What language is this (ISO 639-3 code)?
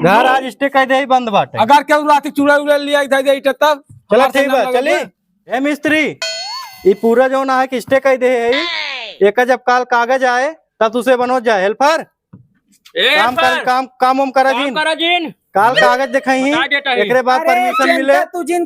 awa